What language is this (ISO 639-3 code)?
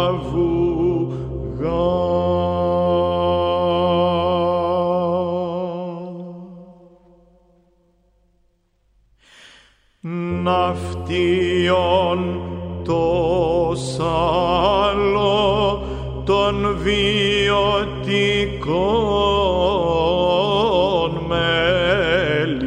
ell